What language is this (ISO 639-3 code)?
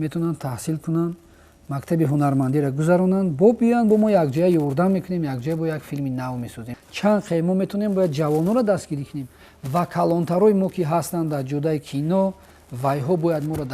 tgk